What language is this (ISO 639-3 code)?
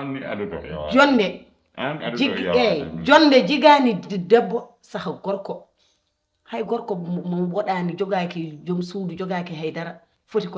ful